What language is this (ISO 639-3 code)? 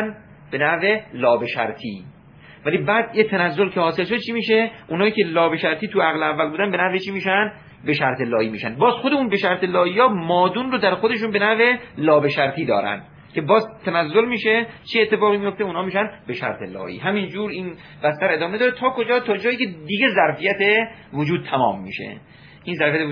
fas